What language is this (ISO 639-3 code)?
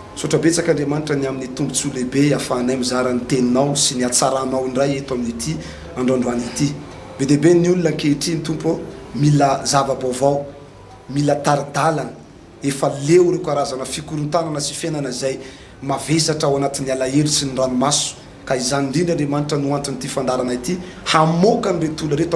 mlg